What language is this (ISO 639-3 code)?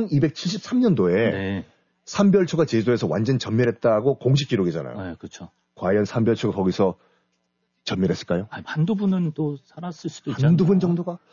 kor